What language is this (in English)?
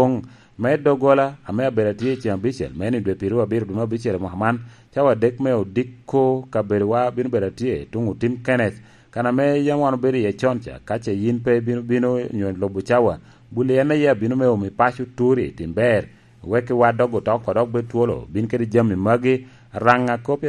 Lango (Uganda)